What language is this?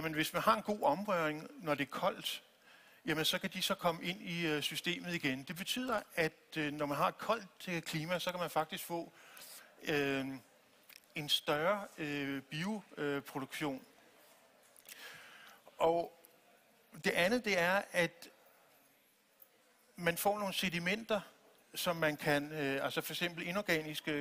Danish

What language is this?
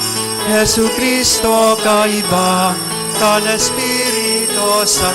Bikol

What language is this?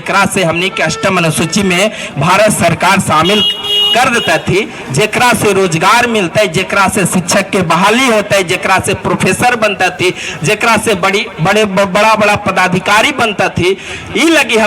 Magahi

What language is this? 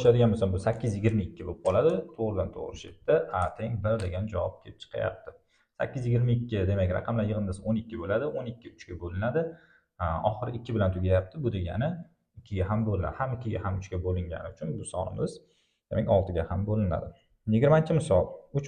Uzbek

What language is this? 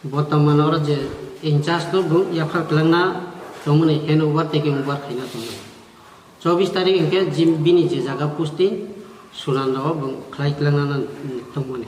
Kok Borok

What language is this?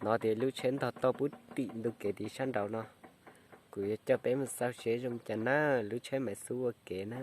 Hmong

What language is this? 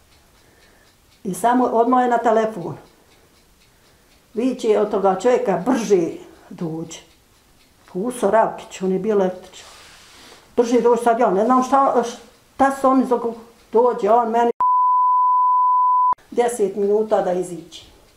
Bosnian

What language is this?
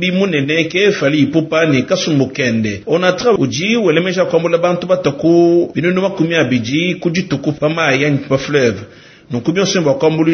Luba-Lulua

